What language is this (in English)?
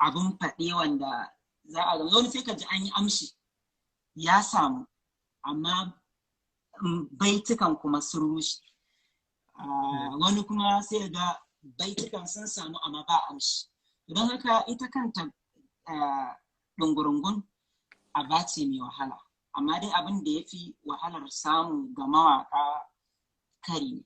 Hausa